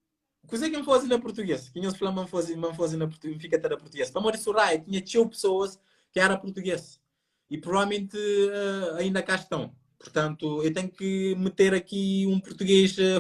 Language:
Kabuverdianu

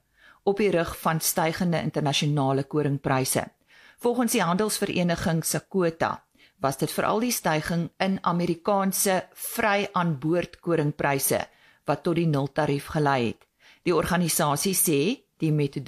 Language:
Afrikaans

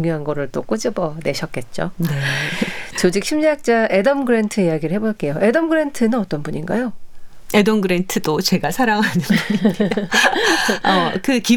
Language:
Korean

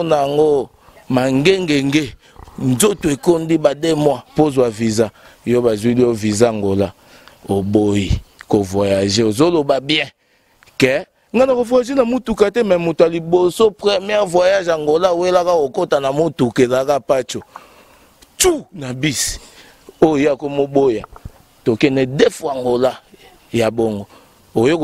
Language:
Lingala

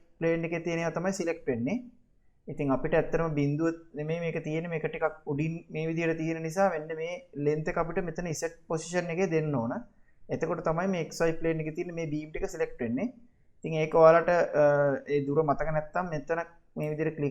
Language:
Sinhala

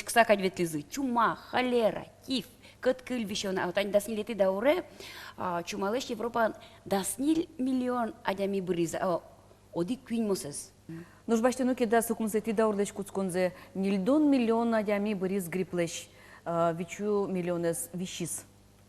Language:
Udmurt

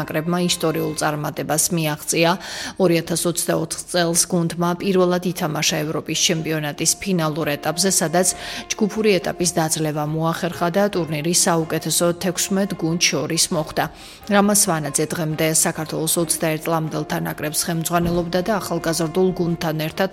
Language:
Georgian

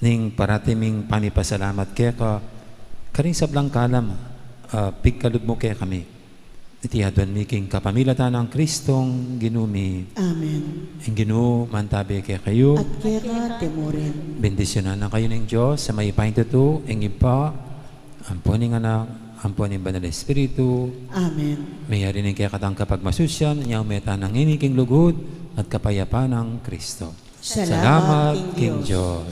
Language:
Pampanga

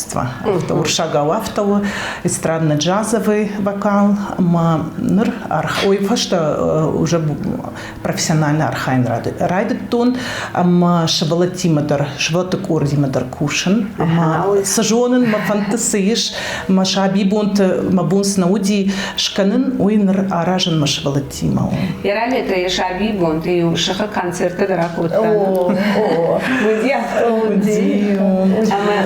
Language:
Ossetic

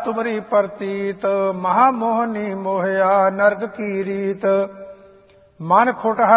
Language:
Punjabi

